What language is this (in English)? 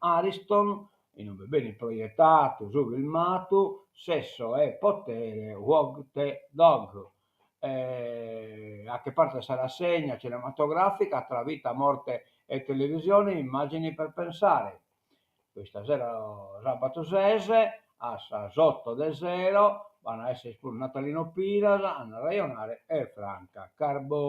Sardinian